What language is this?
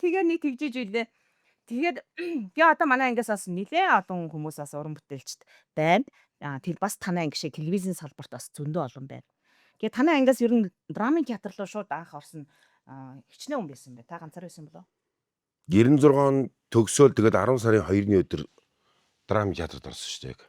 Mongolian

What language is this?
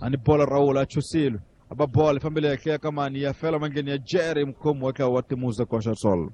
Tsonga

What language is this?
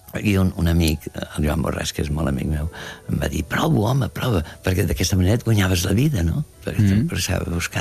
Catalan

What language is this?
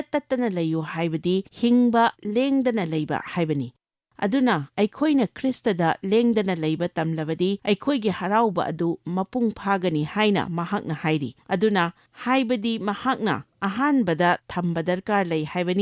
Manipuri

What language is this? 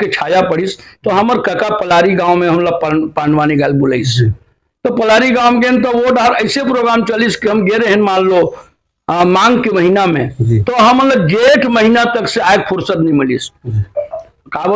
Chhattisgarhi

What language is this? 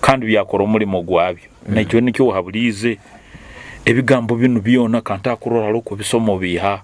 Nyoro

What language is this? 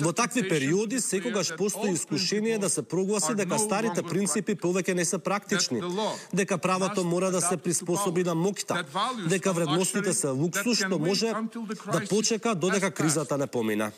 Macedonian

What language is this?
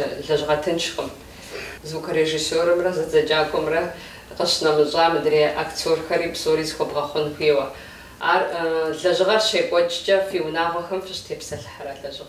Kabardian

